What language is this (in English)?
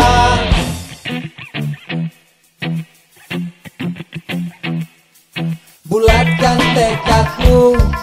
Indonesian